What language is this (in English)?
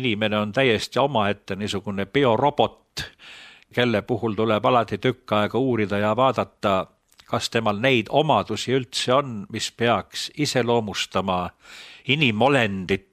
Estonian